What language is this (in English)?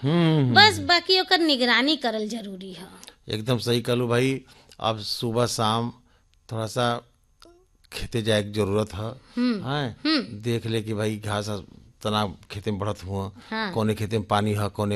Bhojpuri